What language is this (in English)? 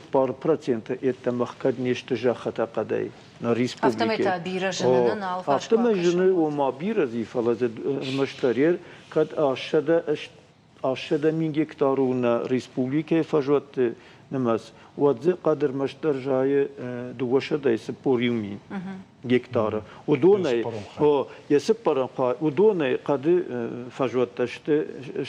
Ossetic